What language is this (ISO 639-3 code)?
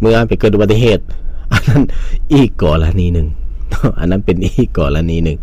lao